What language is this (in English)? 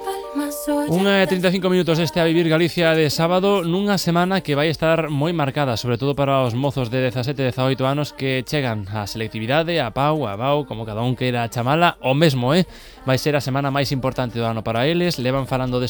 Galician